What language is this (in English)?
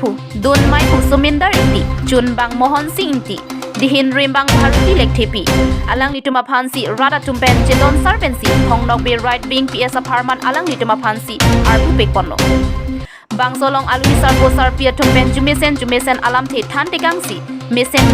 Karbi